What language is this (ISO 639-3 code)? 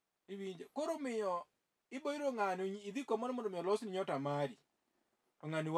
luo